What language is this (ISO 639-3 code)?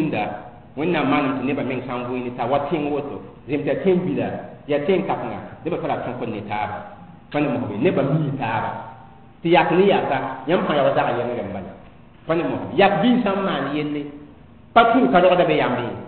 mos